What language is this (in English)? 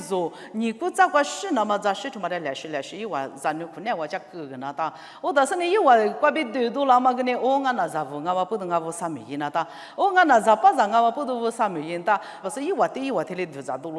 Lisu